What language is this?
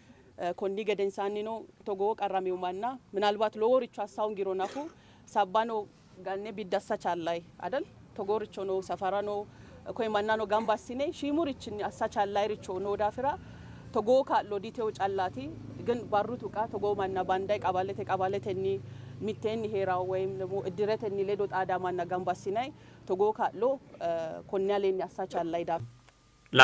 Sidamo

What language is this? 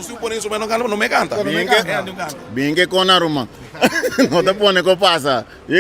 Papiamento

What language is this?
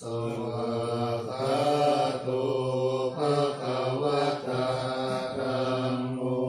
Pali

